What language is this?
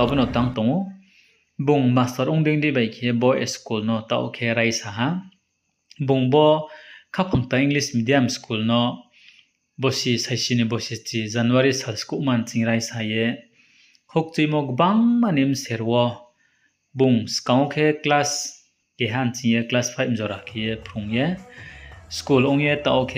Riang (India)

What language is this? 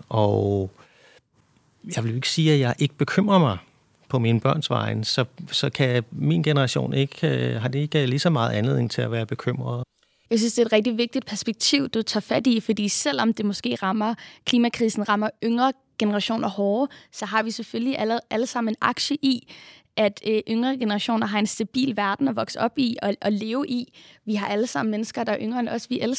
Danish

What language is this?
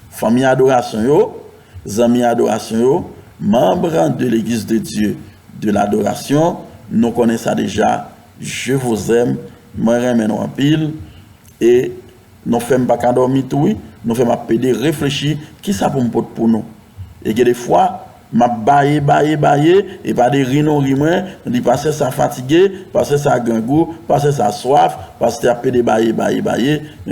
Haitian Creole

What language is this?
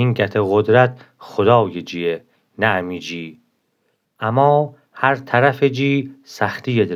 Gilaki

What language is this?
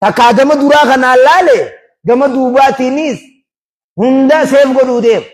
Oromo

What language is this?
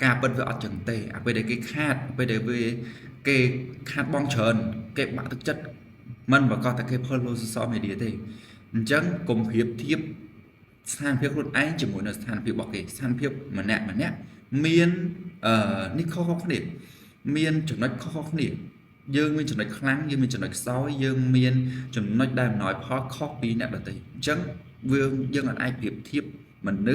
Khmer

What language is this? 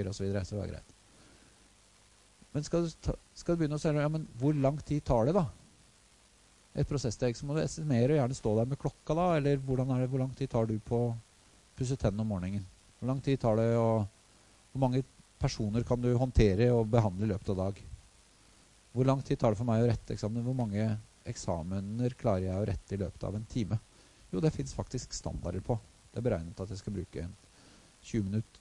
Norwegian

